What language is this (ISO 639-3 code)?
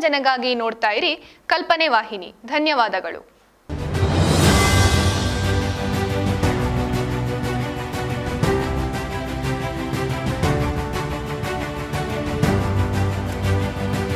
kan